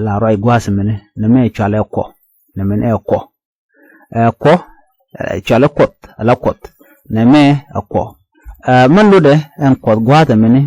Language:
Nuer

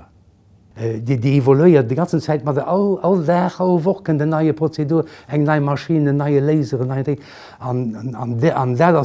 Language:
Luxembourgish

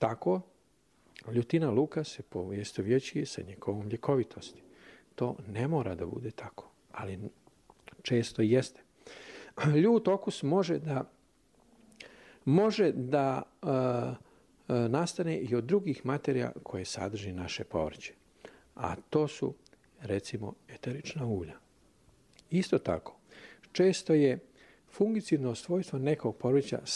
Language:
Serbian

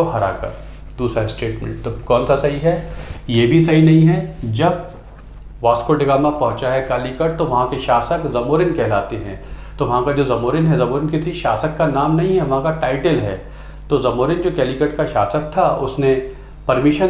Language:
Hindi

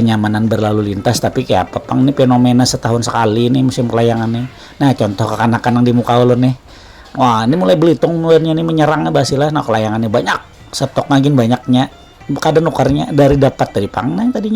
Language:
Banjar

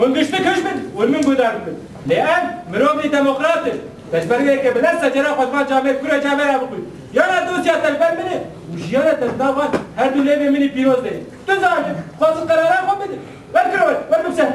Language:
Kurdish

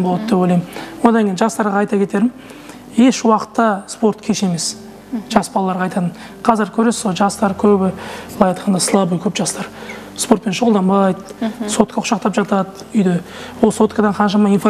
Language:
Kazakh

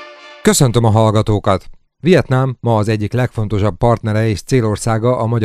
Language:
Hungarian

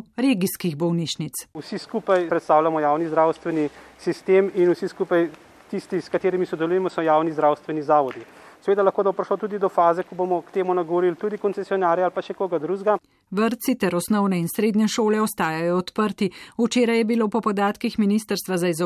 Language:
Slovenian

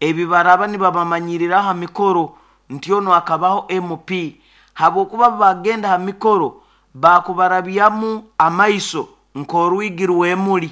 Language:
Nyoro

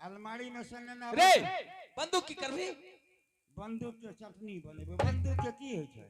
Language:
Angika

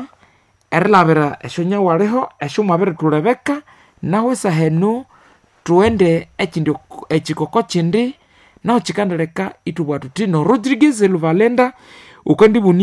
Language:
Nande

